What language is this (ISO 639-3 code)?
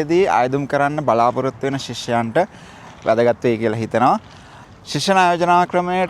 sin